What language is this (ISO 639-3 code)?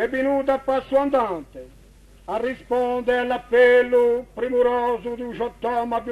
cos